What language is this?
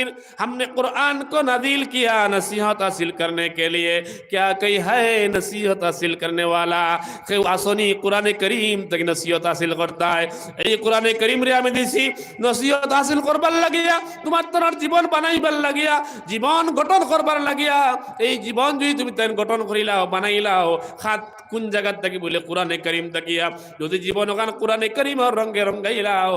Sylheti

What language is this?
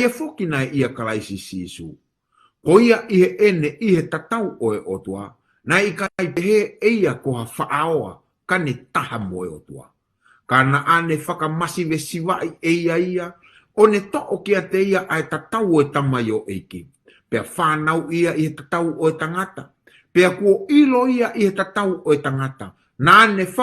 Tongan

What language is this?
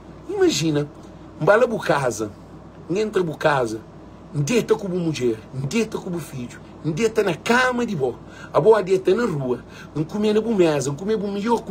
Kabuverdianu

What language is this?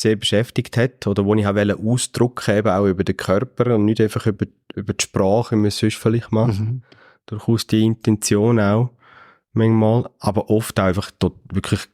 Swiss German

